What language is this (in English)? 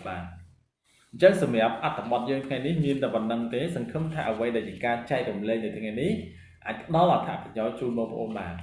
Khmer